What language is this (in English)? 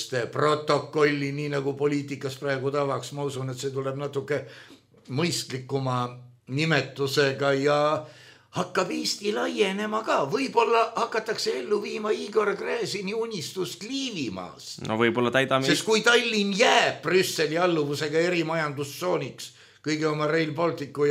Estonian